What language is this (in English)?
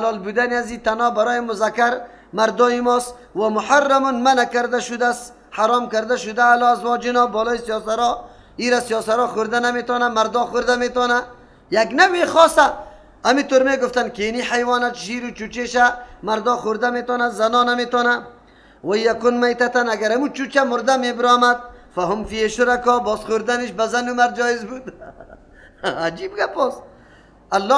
Persian